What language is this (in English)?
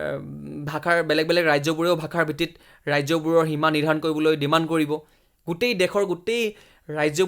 Assamese